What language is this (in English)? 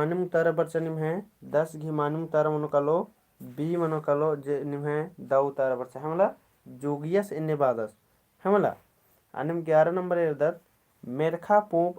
Kurukh